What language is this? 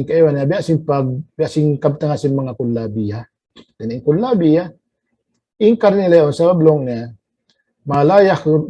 Tausug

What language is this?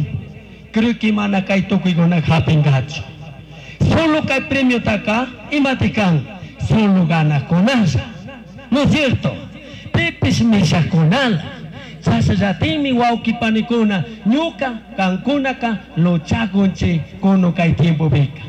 Chimborazo Highland Quichua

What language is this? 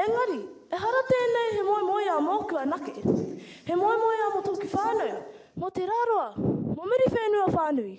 Māori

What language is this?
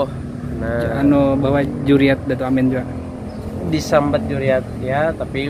Banjar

